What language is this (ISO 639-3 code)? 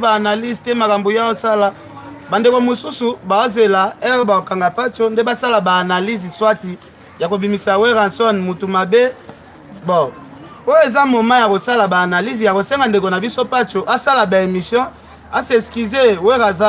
lin